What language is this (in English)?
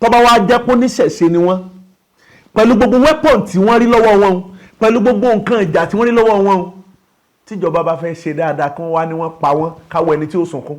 Yoruba